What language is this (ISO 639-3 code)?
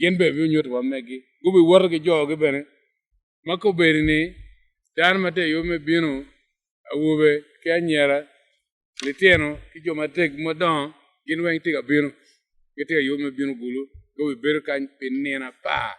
ach